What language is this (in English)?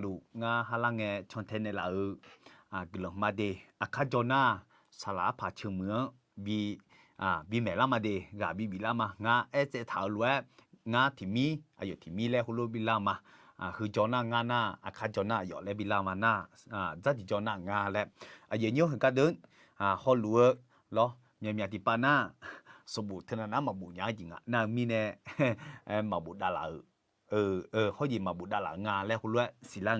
Akha